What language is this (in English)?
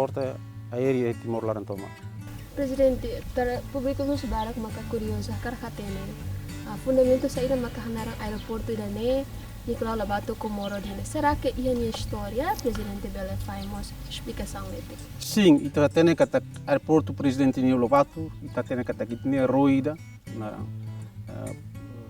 Tetum